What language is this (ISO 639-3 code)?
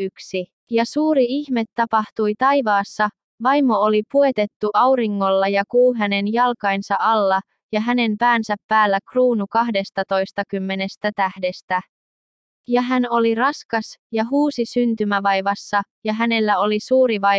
fin